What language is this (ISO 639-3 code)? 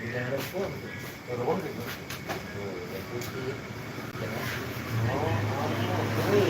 bew